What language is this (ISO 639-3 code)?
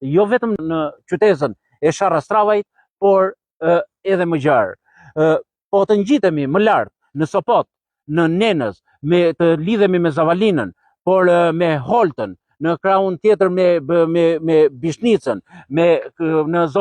sqi